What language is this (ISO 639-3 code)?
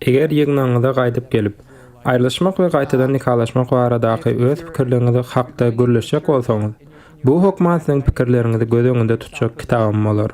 tuk